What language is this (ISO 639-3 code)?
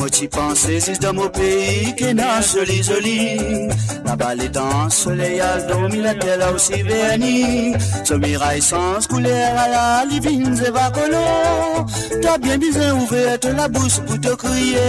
mfe